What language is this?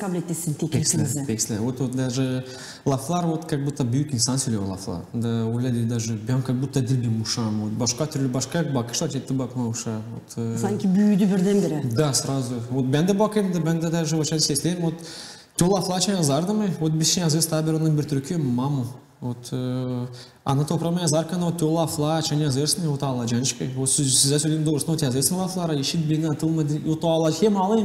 Gagauz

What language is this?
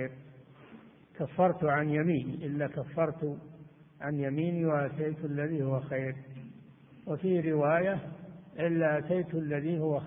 Arabic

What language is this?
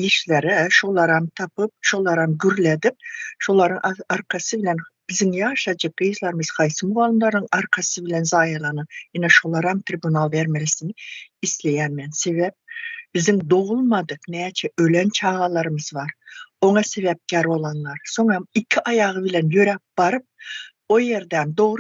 Turkmen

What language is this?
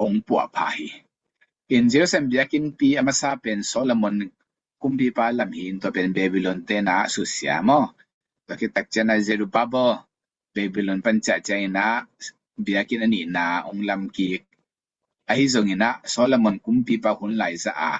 Tedim Chin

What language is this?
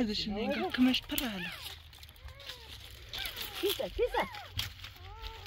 Persian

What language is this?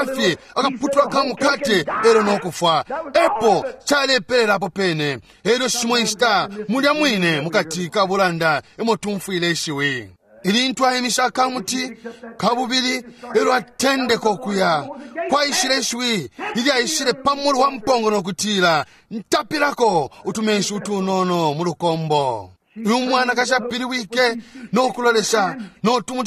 Bemba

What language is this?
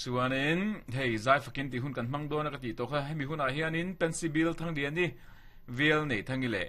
Mizo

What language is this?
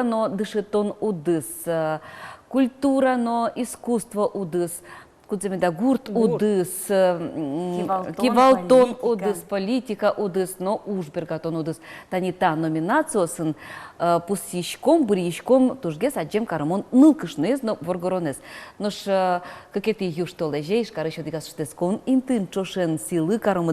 Udmurt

